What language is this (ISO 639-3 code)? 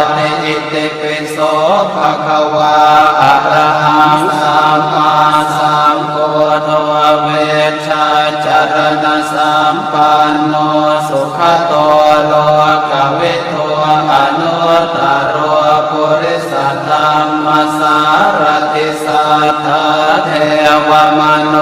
pli